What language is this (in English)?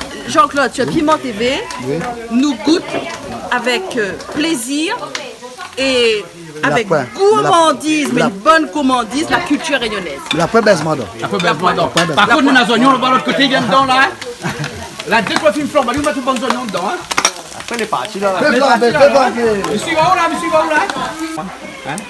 Réunion Creole French